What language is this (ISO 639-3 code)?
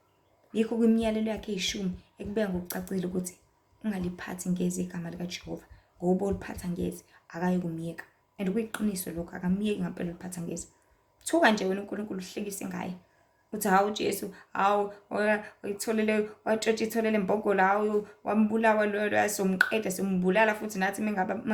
zul